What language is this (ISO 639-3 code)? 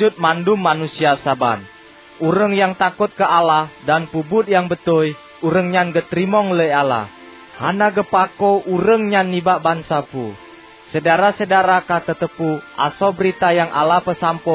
ace